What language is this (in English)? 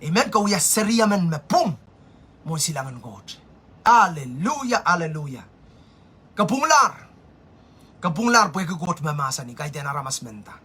Pohnpeian